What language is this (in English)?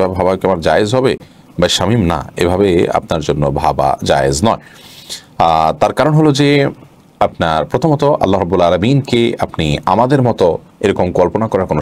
Bangla